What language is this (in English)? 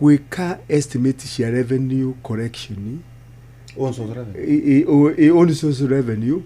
Kikuyu